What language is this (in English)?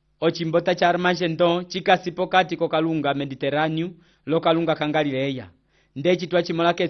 Umbundu